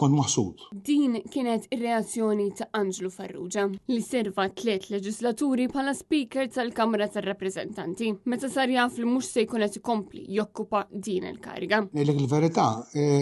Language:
Maltese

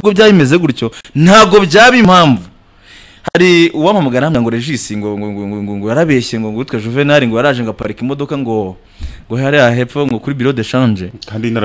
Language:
Kinyarwanda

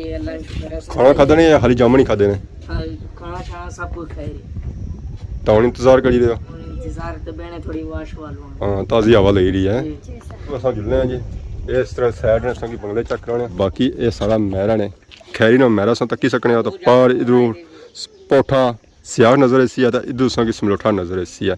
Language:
Pahari-Potwari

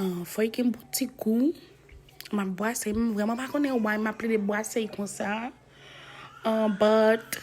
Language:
Haitian Creole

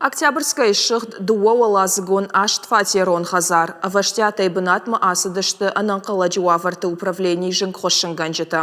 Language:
Ossetic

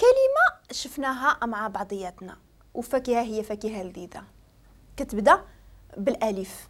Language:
Moroccan Arabic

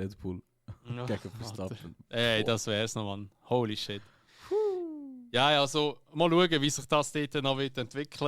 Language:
Swiss German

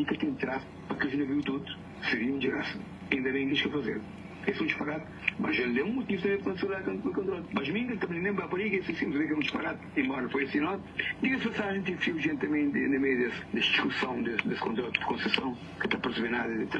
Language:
Kabuverdianu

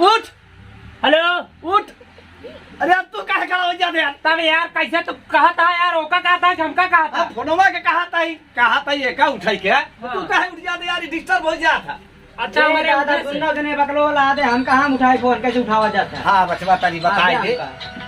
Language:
Awadhi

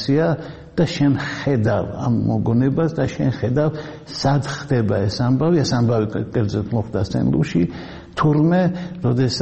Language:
Georgian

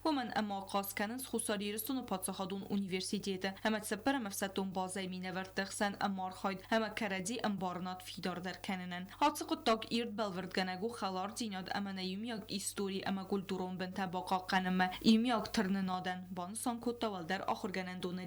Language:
Ossetic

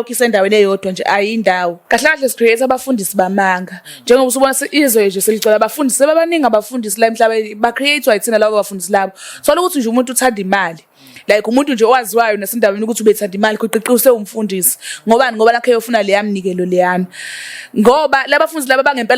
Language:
Zulu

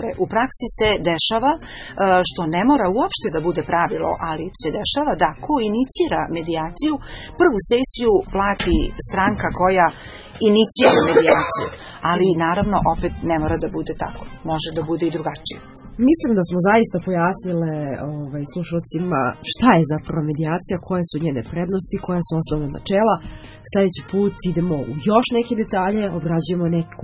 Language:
Serbian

